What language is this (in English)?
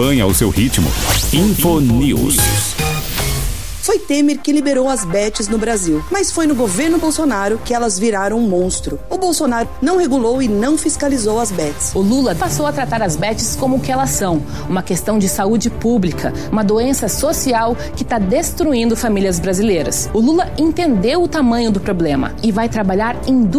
Portuguese